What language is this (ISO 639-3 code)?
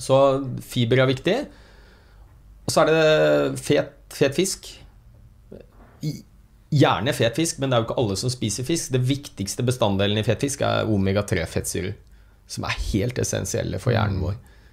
nor